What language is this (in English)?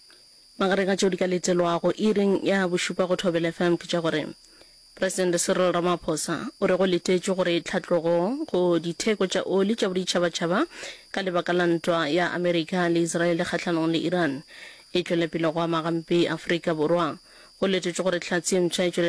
Northern Sotho